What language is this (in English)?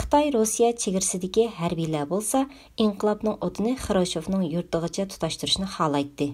Uyghur